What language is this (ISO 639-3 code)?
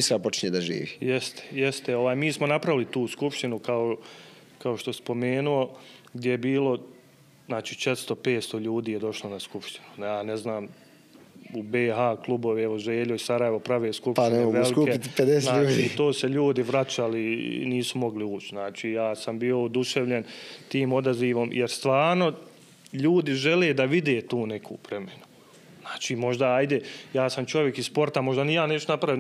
bos